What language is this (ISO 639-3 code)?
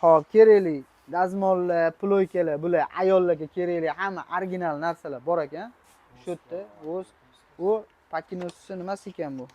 uzb